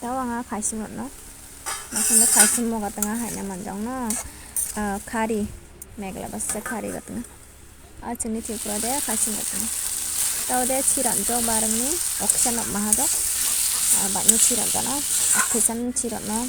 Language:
Kok Borok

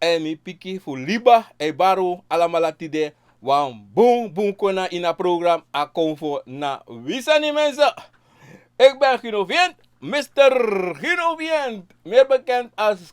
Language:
Sranan Tongo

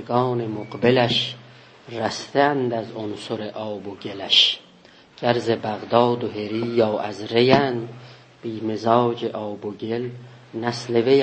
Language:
South Azerbaijani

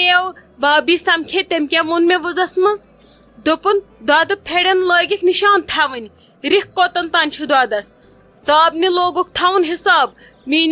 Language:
Kashmiri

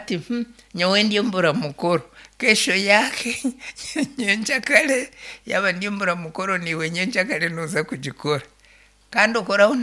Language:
Nyankole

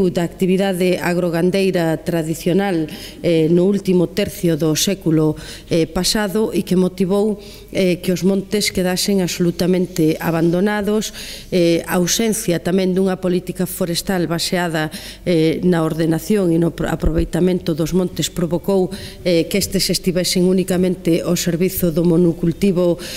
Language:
Galician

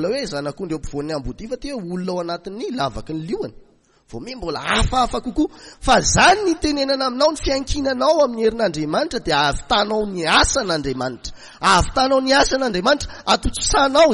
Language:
Malagasy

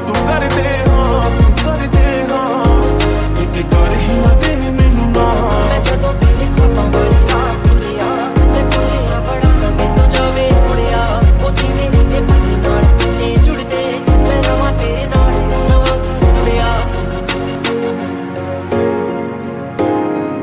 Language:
Punjabi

